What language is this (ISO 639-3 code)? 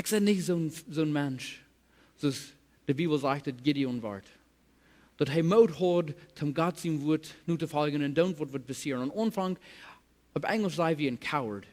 pdt